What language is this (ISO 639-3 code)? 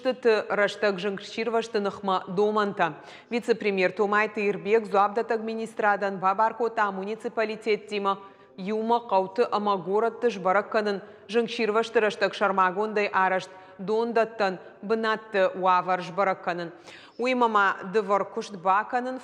oss